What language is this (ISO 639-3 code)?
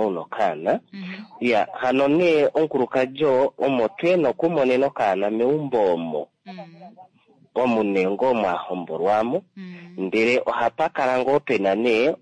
kua